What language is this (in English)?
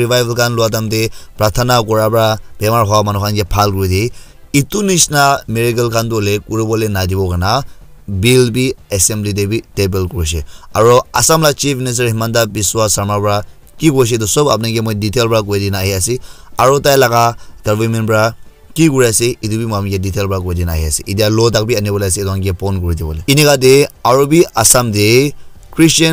Naga Pidgin